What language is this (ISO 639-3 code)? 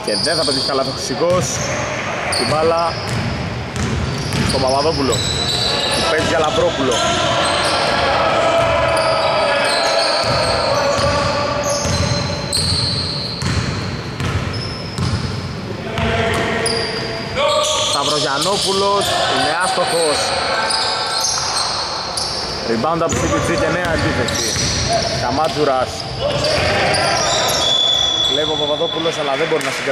ell